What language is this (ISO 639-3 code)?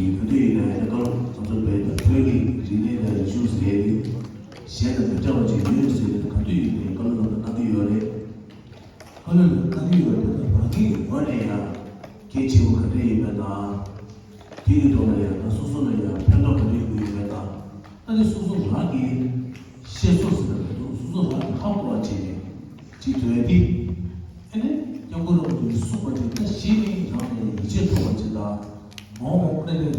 bod